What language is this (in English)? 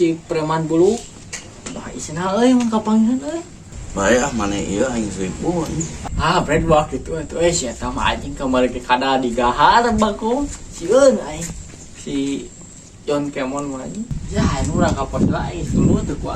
Sundanese